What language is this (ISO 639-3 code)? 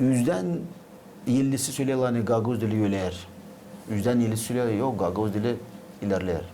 gag